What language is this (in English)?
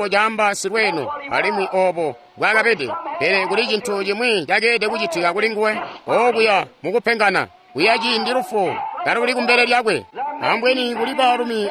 Tonga (Zambia)